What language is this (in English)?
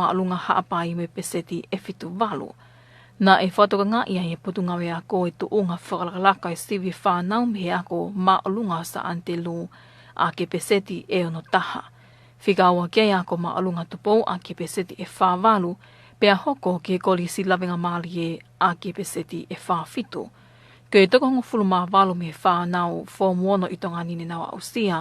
Tongan